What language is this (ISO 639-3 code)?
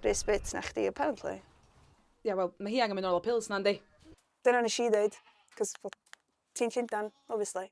cym